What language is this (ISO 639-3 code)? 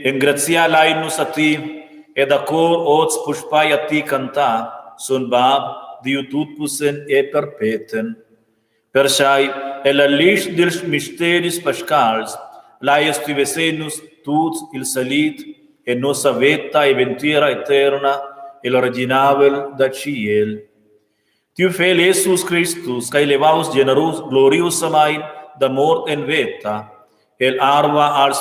roh